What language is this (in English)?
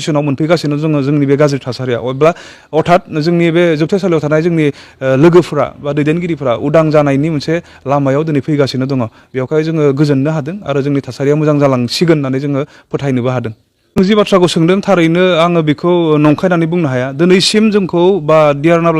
Bodo